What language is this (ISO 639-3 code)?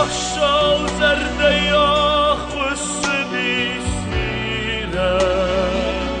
oss